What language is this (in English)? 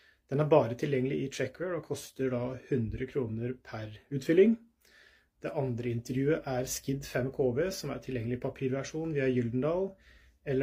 Norwegian